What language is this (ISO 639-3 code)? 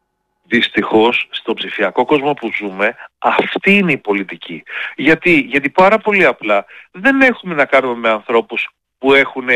ell